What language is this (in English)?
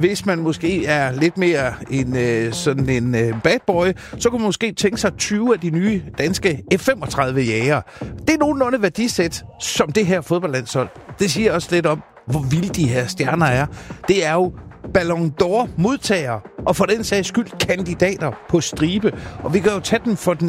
Danish